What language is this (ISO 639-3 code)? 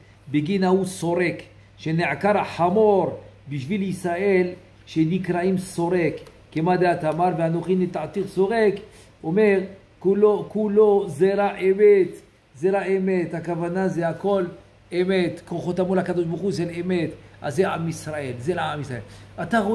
heb